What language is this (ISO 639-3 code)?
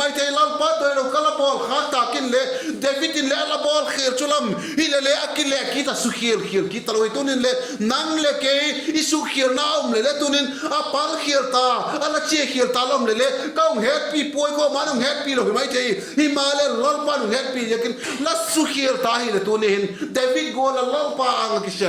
vap